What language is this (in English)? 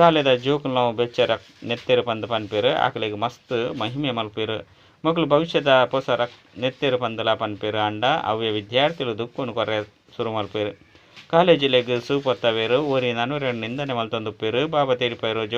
Tulu